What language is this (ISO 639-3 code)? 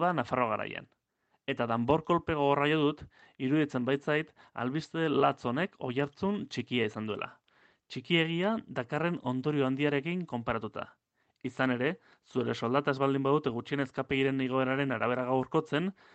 eus